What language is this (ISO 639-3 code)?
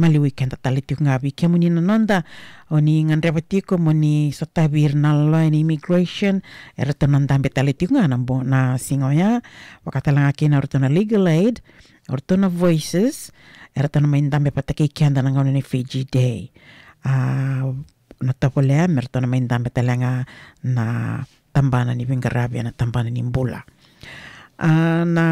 fij